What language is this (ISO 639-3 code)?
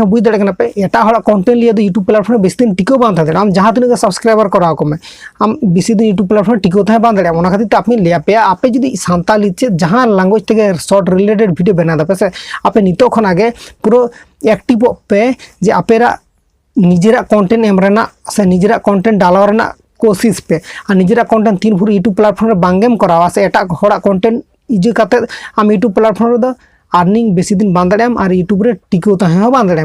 sat